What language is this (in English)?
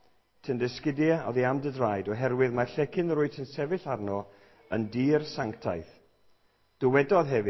Welsh